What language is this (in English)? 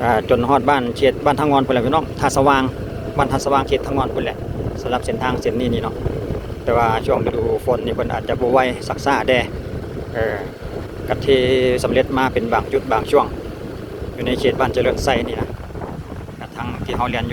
Lao